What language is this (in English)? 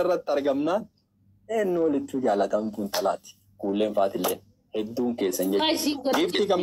Oromo